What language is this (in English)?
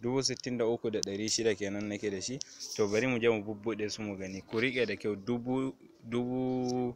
Hausa